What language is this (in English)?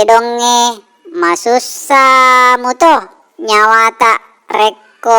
Buginese